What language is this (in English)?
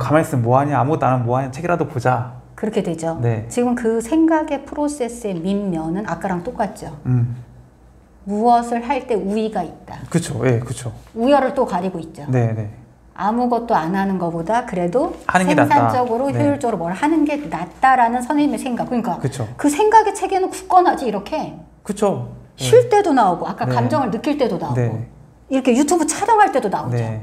Korean